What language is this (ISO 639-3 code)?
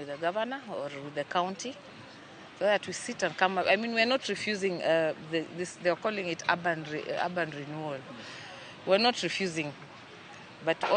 luo